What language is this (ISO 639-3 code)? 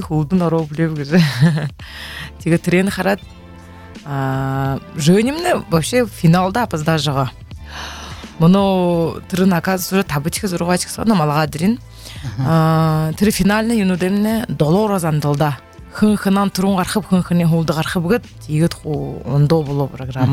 bua